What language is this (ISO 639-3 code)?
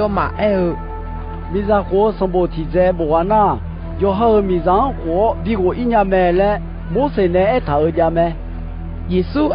ahk